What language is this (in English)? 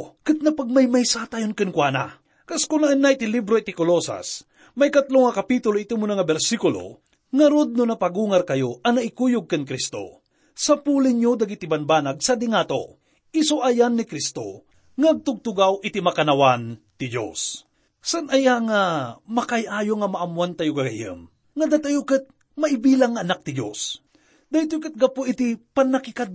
Iloko